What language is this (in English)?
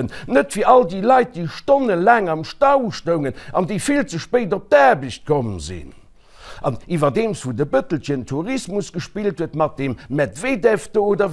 Luxembourgish